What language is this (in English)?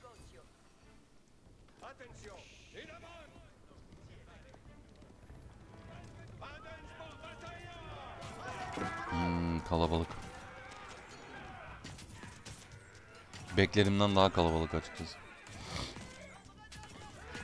Turkish